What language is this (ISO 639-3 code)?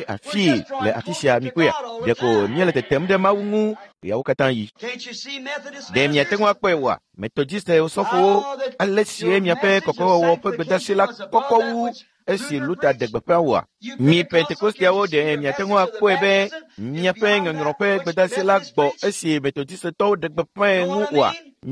ewe